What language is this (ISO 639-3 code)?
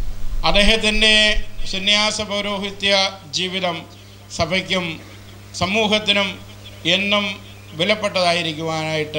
mal